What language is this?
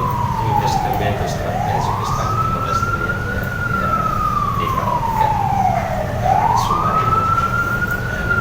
Tetum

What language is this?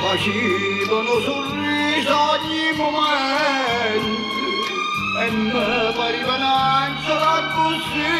Neapolitan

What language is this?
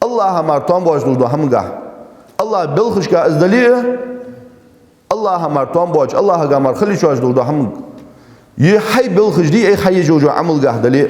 Ingush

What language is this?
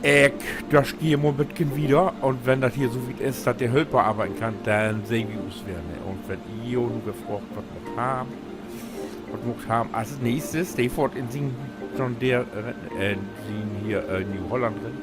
Low German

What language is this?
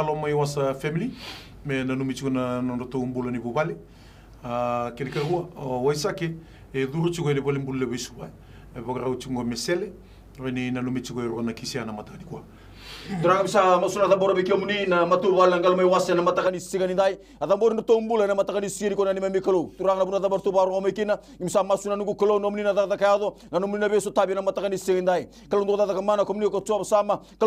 Fijian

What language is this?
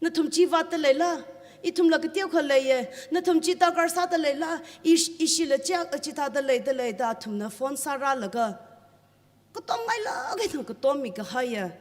Tangkhul Naga (India)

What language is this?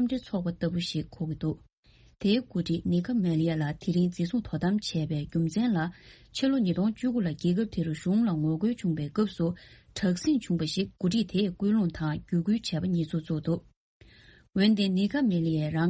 Tibetan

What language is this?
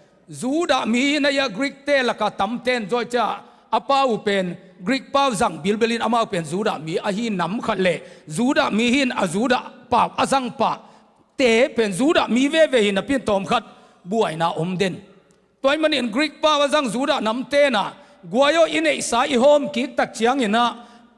Tedim Chin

